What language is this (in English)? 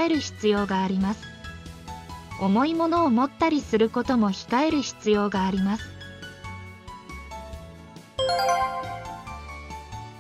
Japanese